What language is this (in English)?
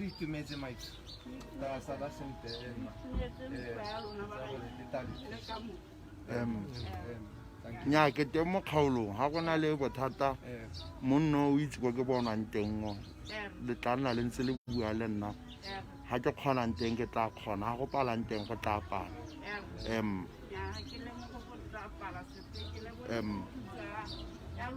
Tswana